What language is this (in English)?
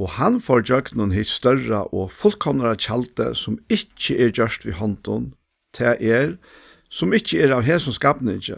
Faroese